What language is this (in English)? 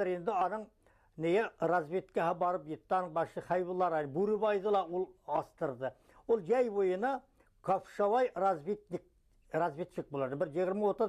Bashkir